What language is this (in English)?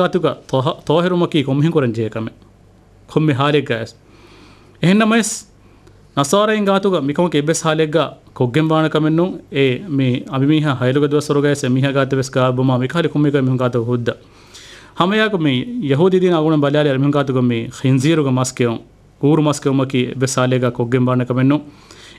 Divehi